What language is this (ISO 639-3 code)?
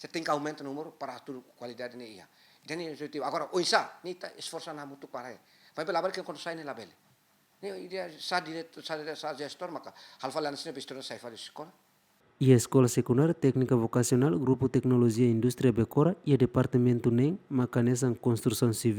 tet